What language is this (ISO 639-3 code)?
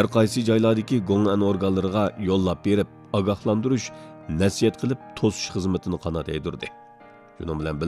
uig